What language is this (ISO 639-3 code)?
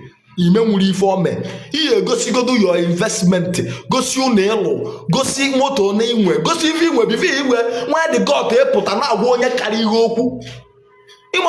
ibo